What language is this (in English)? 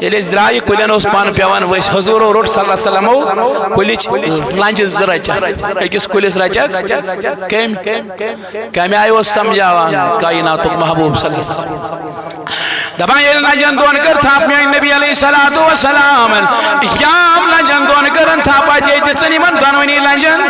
Kashmiri